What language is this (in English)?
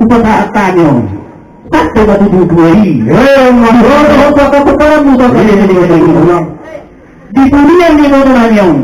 Batak Toba